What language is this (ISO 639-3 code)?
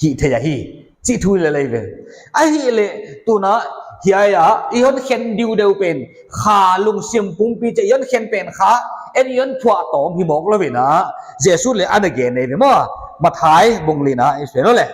pck